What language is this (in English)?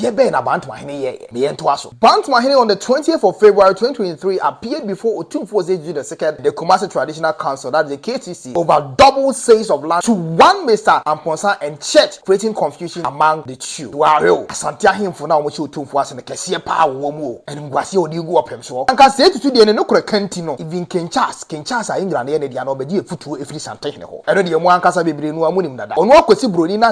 Akan